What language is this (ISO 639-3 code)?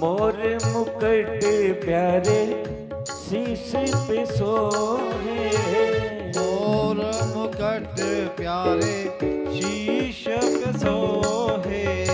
doi